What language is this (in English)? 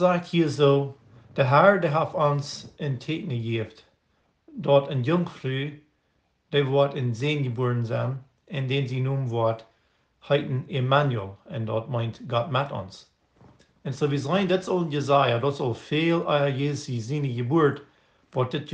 Plautdietsch